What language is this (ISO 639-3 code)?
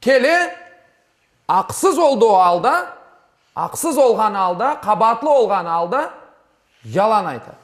crh